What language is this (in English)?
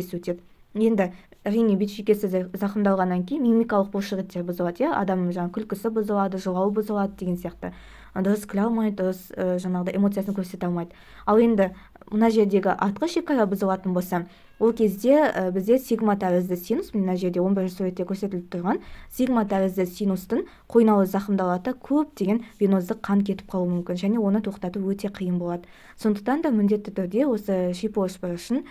Kazakh